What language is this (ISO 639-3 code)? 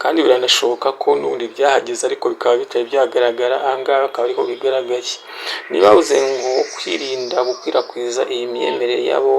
kin